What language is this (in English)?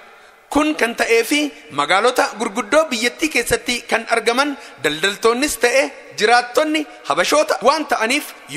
Oromo